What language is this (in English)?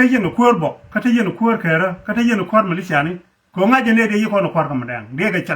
Nuer